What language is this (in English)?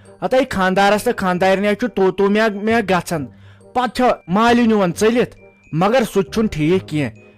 Kashmiri